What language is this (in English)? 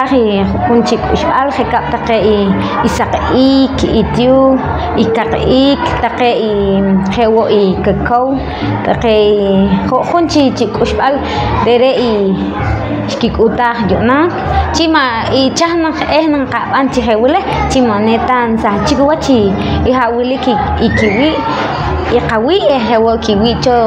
Poqomchi'